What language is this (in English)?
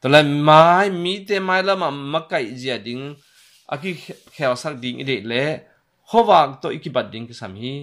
Tedim Chin